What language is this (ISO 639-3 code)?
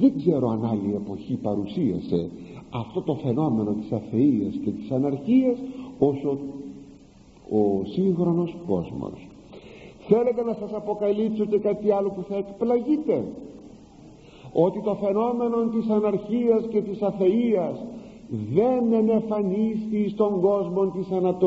ell